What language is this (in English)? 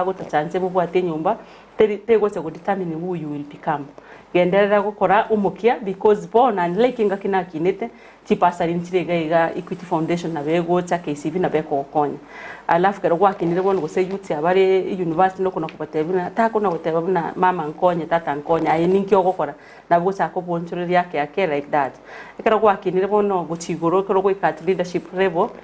Gusii